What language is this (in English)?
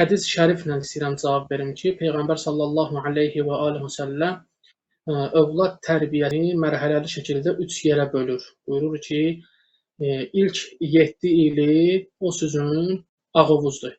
Azerbaijani